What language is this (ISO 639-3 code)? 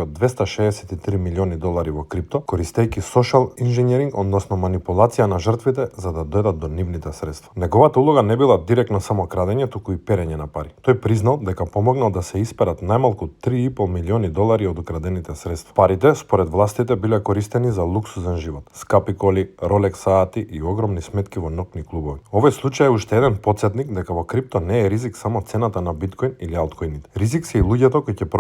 mkd